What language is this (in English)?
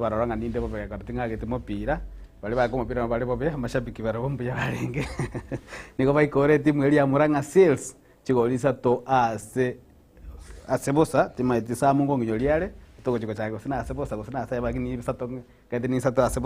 Gusii